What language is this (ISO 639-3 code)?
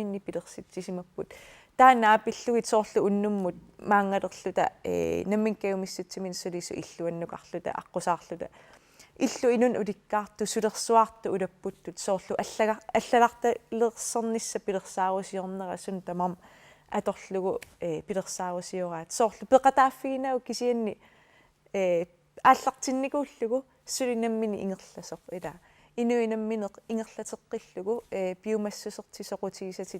kal